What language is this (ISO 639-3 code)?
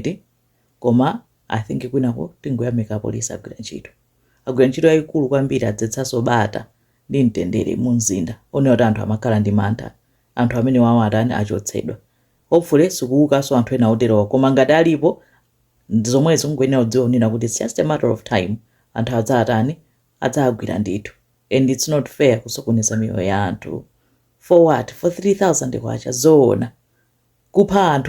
nya